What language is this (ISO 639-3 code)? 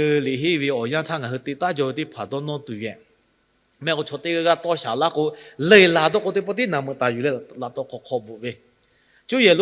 lhu